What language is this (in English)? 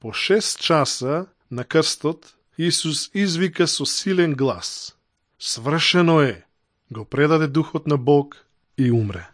Macedonian